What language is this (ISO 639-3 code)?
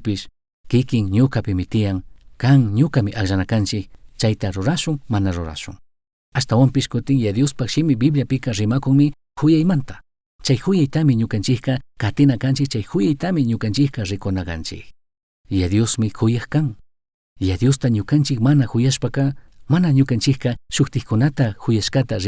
qug